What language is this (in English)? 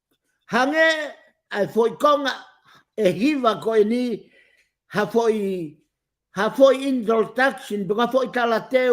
Tongan